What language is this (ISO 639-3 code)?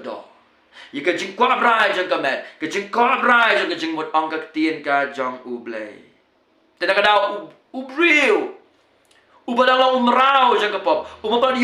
kha